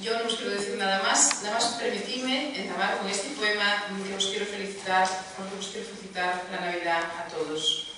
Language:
Asturian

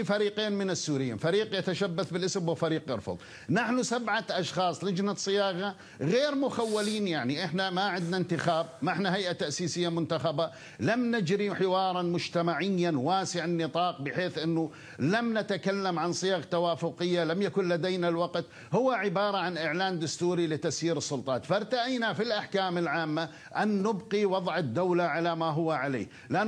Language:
Kurdish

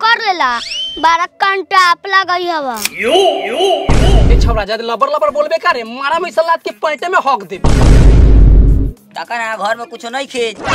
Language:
Bhojpuri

